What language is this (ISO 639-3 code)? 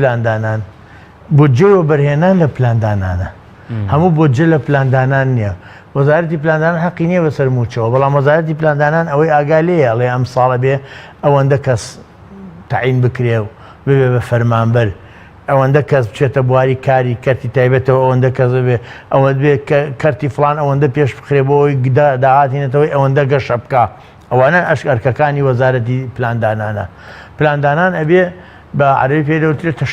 ckb